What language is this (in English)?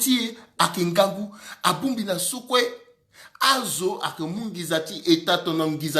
Sango